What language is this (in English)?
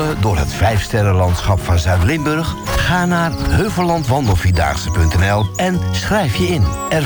Dutch